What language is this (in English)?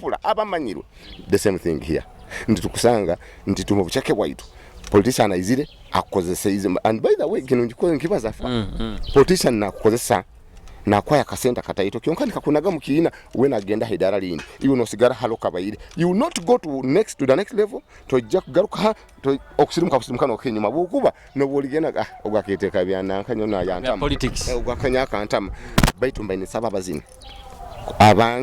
Nyoro